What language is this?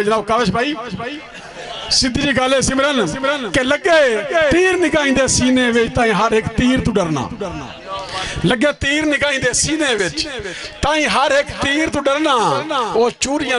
Punjabi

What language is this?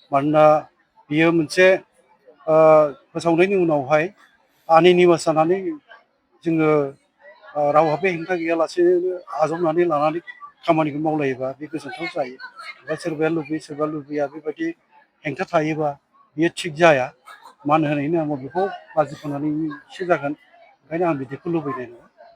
Bodo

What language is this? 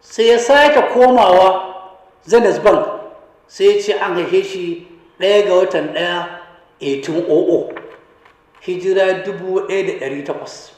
Hausa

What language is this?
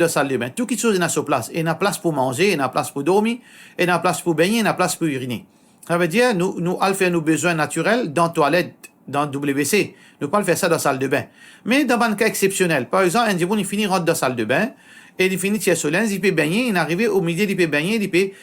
Morisyen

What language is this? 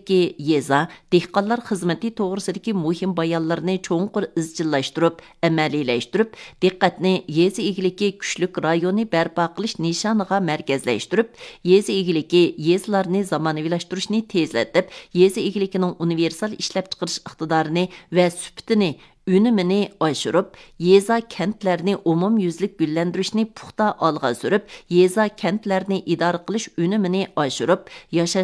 Uyghur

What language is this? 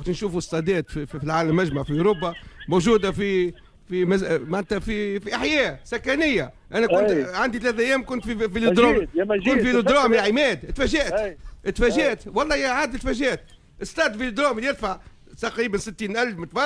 Tunisian Arabic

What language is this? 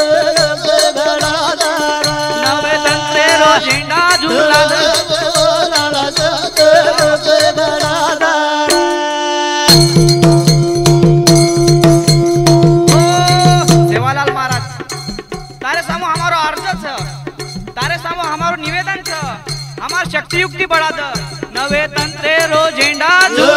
Lambadi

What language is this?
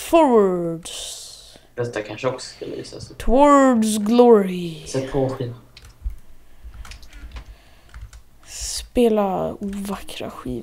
Swedish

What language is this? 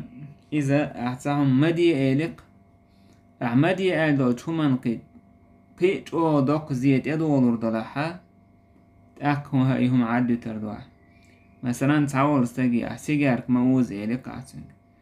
Chechen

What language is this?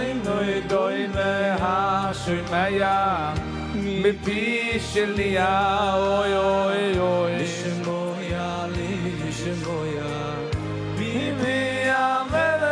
Yiddish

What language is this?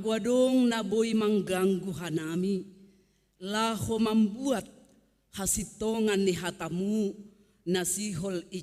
Batak Simalungun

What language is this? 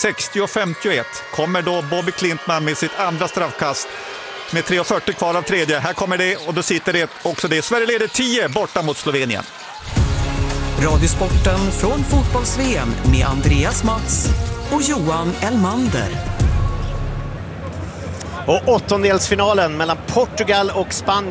Swedish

